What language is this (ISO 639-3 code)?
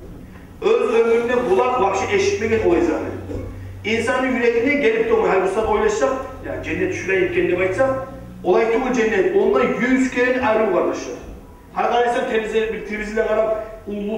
kum